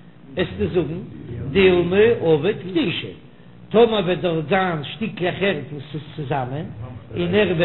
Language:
Yiddish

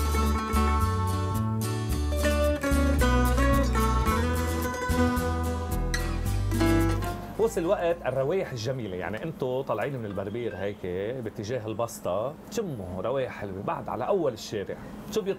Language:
North Levantine Arabic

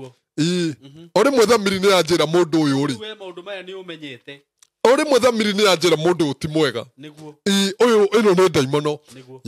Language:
Kikuyu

